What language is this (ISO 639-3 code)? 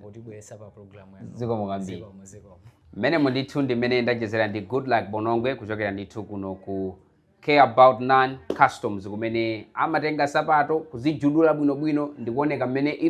nya